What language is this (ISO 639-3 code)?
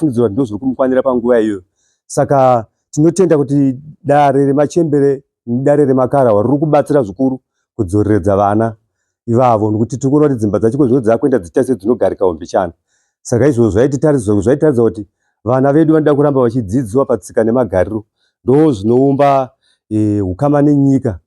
sna